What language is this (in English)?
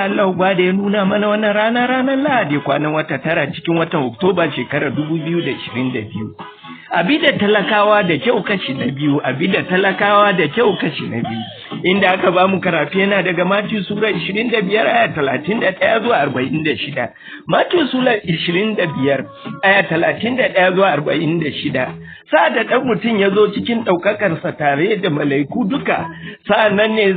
Hausa